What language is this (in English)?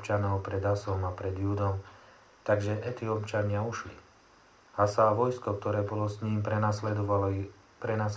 Slovak